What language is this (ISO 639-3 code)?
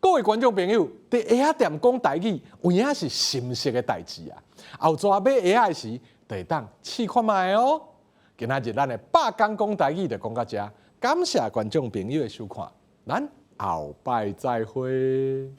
nan